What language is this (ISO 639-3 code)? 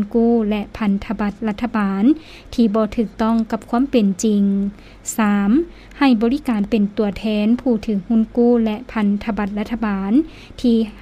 lao